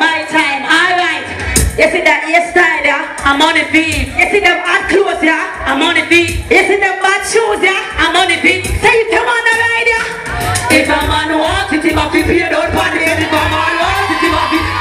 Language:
Jamaican Creole English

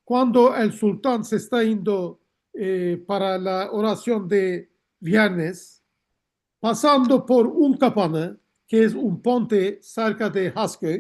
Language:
Ladino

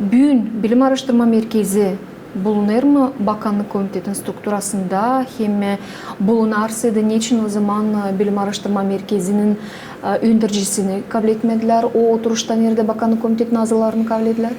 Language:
Gagauz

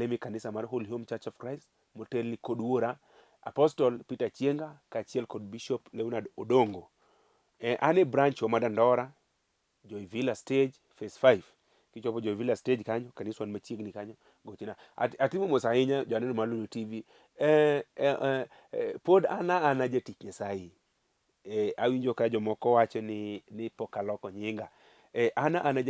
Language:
Luo (Kenya and Tanzania)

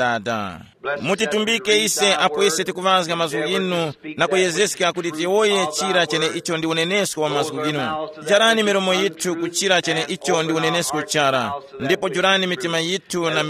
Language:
Tumbuka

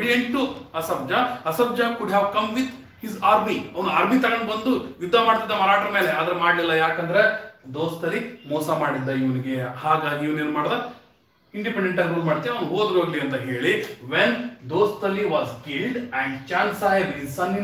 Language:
Kannada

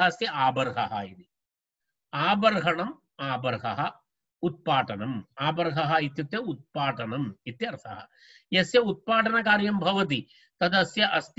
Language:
Sanskrit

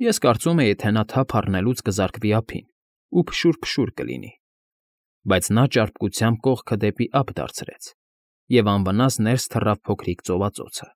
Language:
Armenian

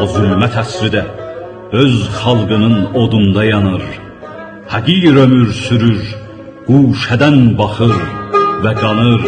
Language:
South Azerbaijani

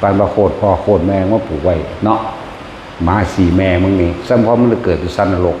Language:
Northeastern Thai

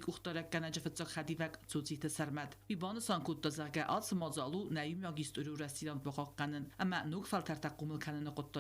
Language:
Ossetic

